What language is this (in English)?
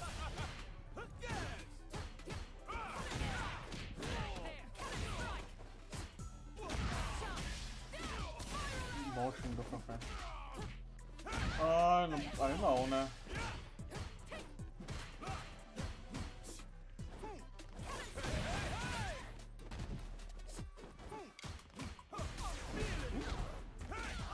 Portuguese